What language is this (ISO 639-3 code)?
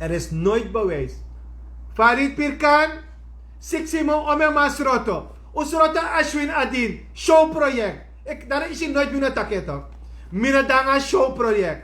srn